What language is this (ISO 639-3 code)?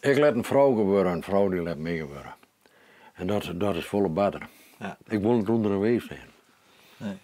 fry